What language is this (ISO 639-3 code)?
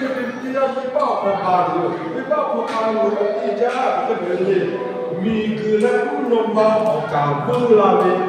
lhu